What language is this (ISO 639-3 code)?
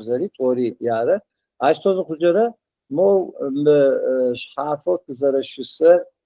ady